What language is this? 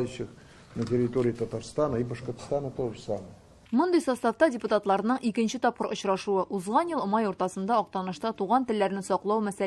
Tatar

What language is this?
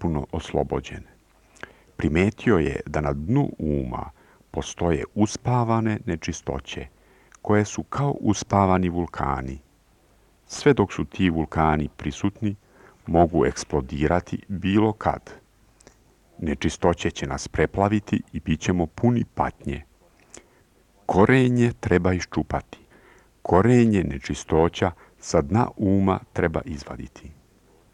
Serbian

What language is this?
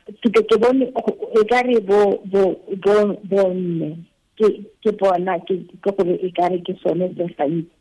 Tswana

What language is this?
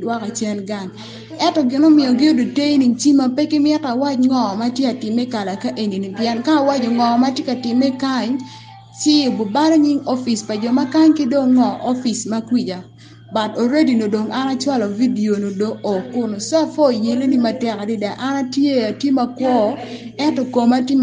Acoli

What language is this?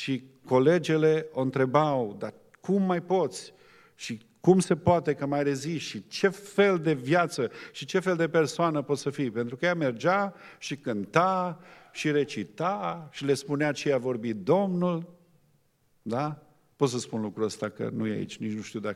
Romanian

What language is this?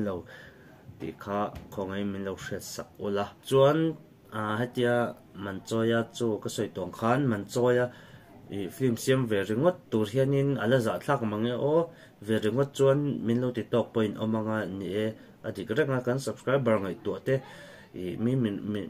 Mizo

